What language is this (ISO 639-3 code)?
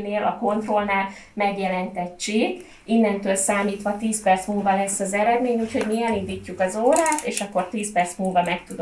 hun